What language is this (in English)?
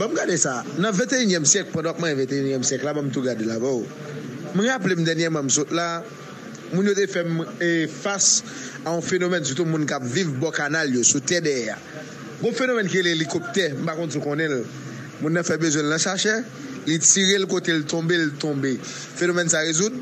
Haitian Creole